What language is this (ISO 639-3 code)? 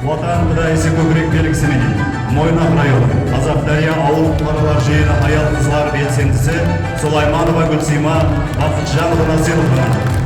kaa